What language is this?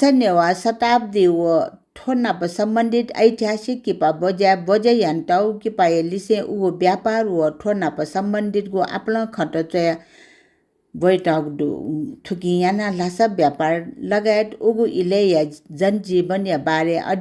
Newari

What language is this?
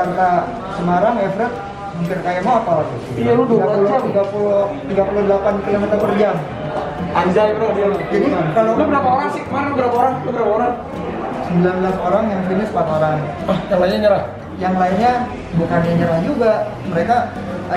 Indonesian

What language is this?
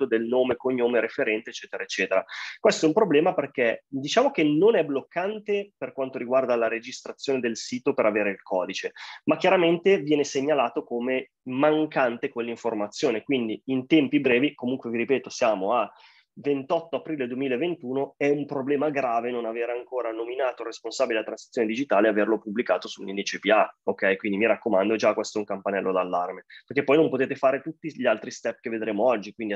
Italian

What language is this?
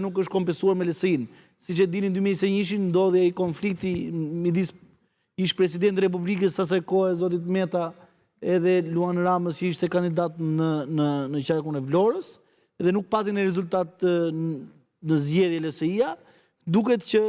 Albanian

